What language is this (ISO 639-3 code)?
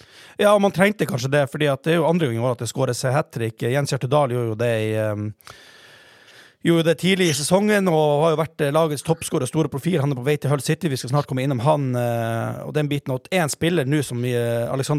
nor